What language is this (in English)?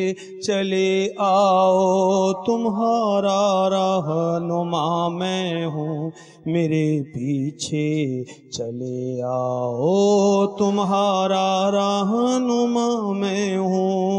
Urdu